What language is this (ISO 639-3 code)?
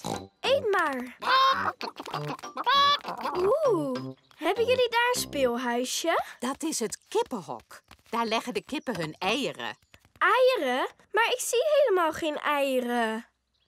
nld